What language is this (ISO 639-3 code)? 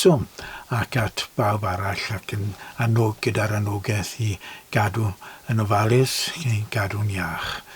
cym